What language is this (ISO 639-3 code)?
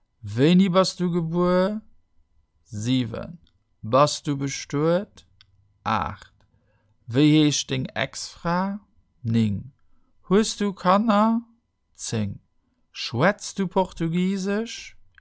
ltz